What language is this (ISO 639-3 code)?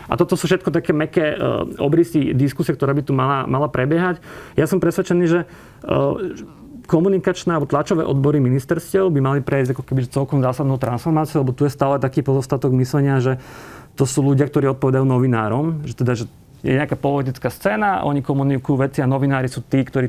slk